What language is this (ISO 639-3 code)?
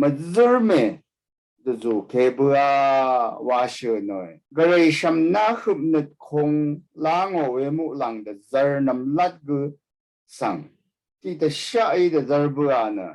raw